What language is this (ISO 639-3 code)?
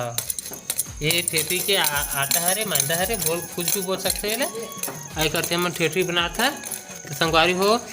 hne